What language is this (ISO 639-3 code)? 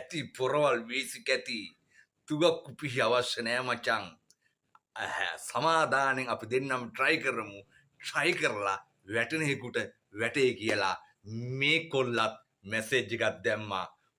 sin